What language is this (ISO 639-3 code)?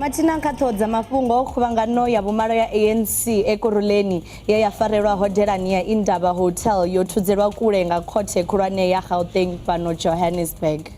ven